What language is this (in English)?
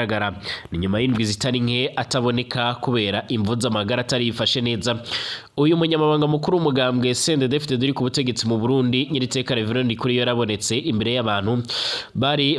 Rundi